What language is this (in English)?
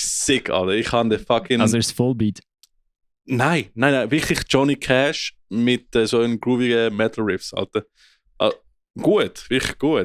Swiss German